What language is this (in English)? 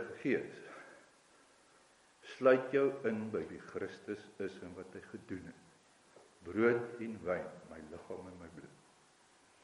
Afrikaans